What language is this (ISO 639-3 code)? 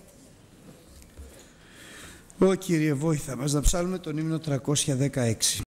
ell